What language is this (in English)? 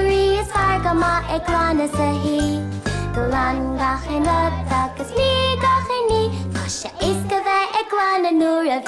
Irish